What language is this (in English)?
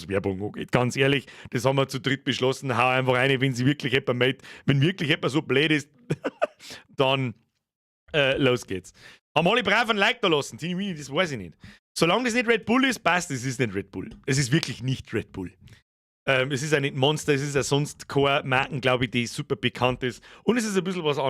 Bavarian